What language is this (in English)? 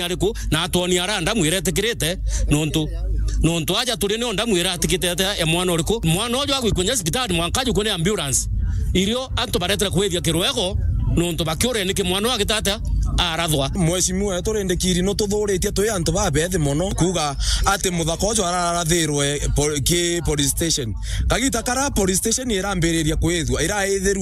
Meru